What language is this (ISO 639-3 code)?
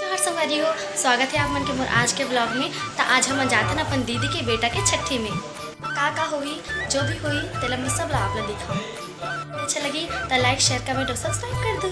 hne